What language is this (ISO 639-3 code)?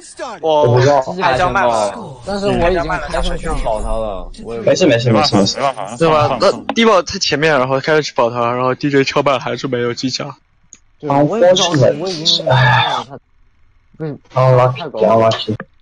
zho